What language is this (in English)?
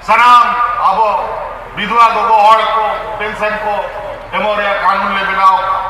Santali